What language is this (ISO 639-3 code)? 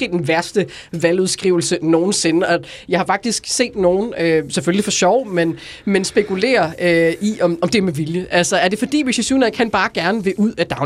dan